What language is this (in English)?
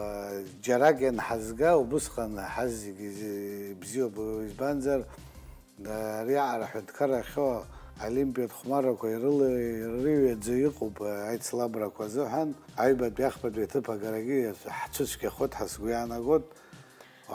Abkhazian